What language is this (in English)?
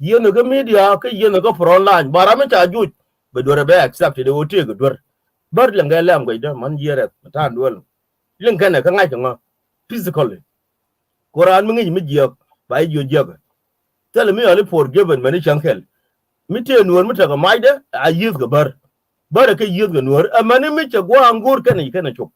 Nuer